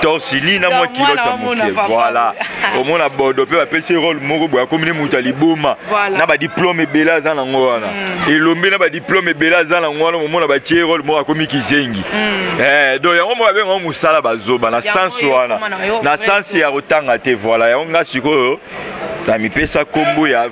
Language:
Lingala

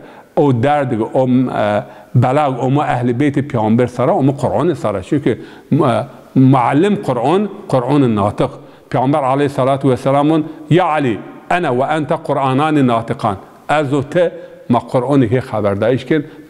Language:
Zaza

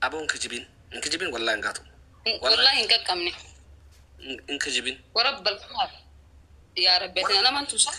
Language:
Oromo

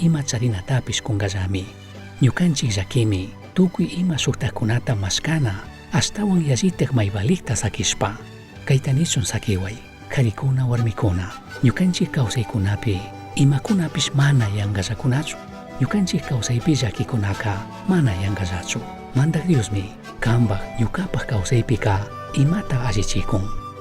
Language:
Chimborazo Highland Quichua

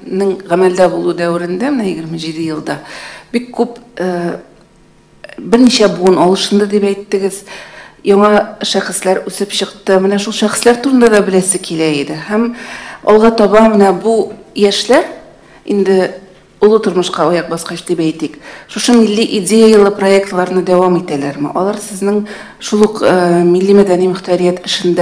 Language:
Tatar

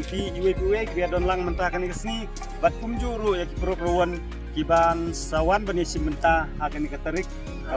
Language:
Khasi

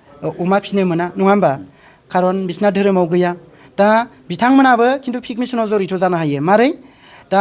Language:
Bodo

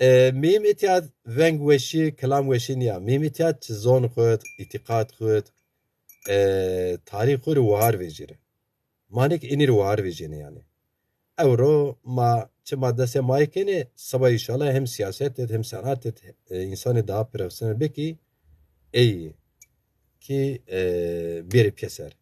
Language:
Zaza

